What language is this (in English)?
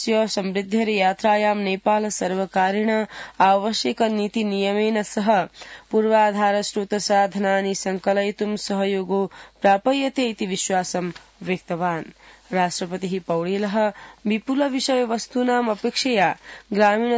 Sanskrit